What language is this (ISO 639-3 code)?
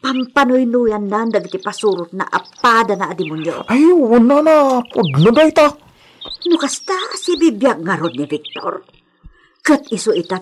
ilo